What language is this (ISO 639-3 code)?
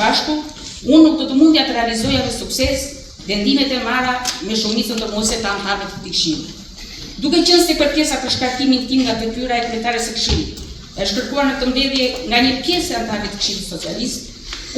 sqi